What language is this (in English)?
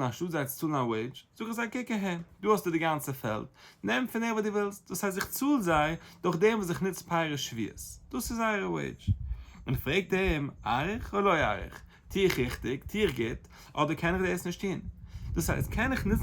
Yiddish